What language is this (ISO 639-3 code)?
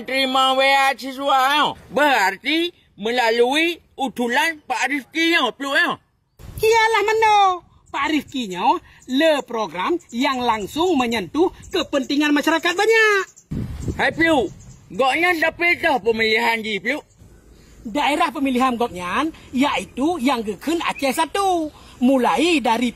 ace